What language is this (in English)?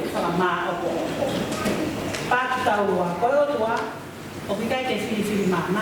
Tongan